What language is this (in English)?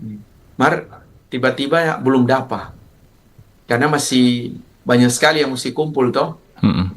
Manado Malay